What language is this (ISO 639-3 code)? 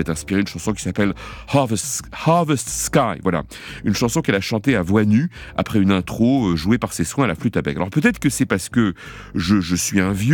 fra